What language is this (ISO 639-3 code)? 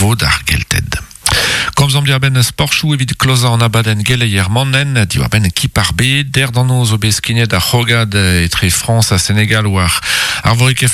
bre